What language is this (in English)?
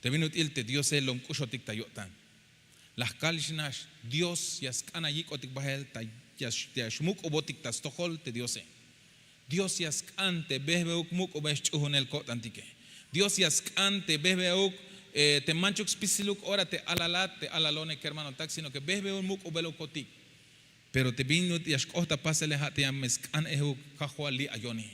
Tzeltal